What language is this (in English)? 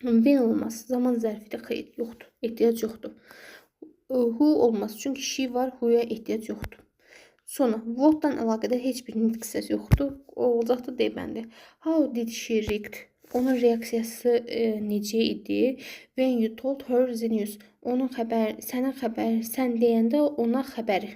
Azerbaijani